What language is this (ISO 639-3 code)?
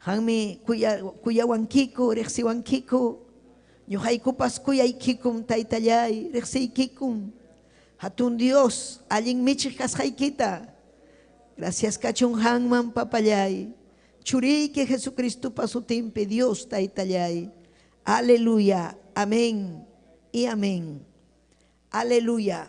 quy